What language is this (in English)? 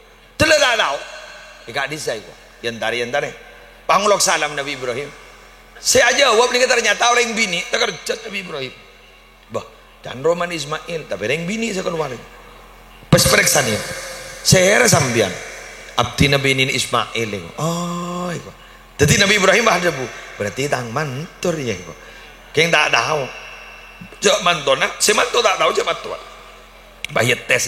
Madurese